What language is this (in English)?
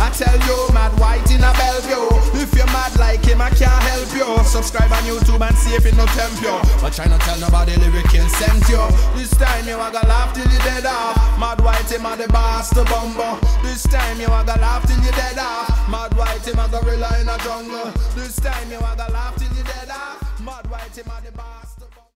Jamaican Creole English